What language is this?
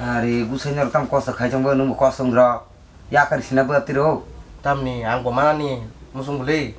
Kok Borok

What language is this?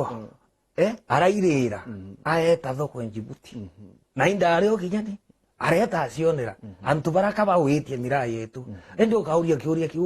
Meru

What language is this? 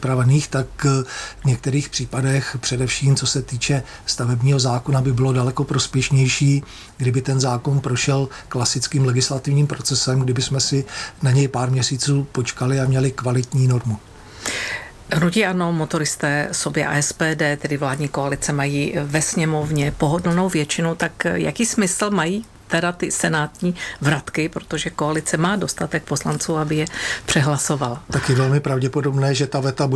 Czech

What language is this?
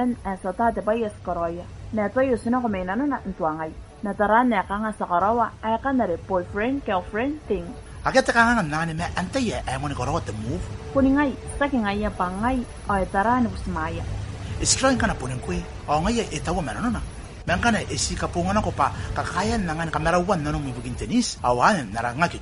Gilbertese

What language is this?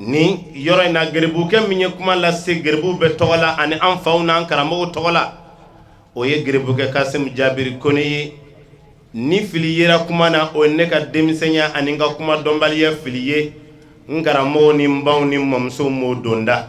Bambara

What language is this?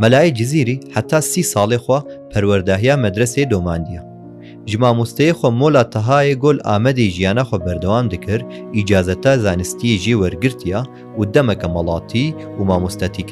Kurdish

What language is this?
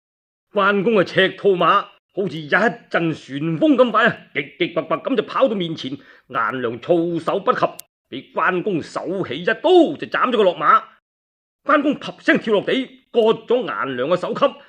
Cantonese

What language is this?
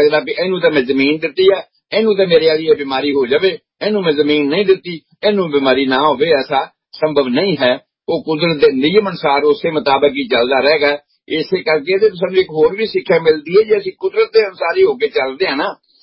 Punjabi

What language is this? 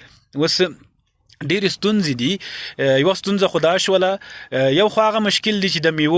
Pashto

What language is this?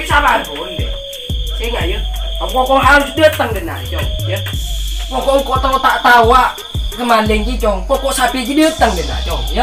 Madurese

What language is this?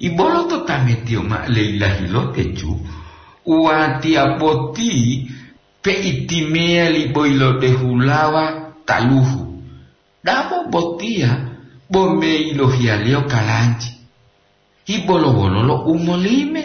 Gorontalo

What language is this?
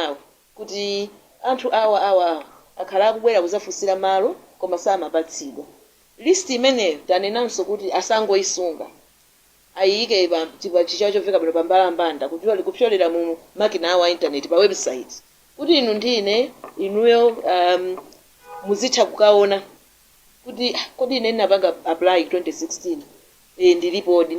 Nyanja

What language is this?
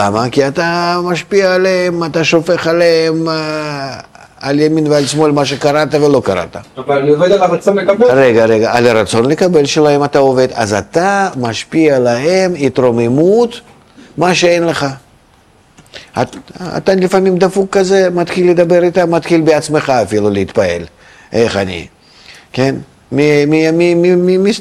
Hebrew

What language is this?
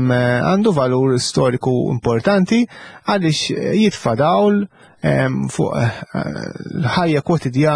Maltese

